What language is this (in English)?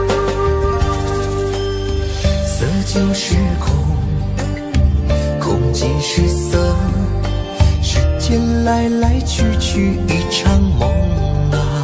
Chinese